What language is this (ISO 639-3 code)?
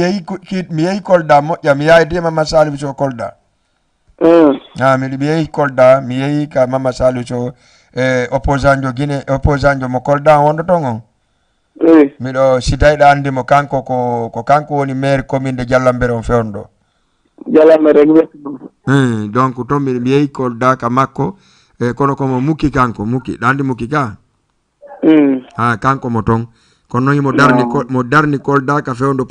ful